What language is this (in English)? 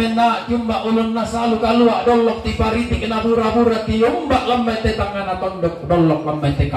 Toraja-Sa'dan